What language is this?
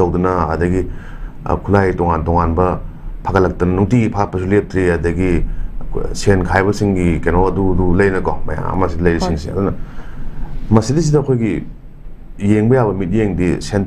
Manipuri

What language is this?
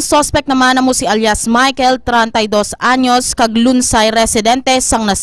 Hiligaynon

